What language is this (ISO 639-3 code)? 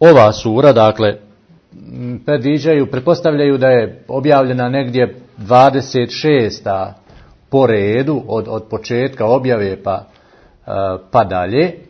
bos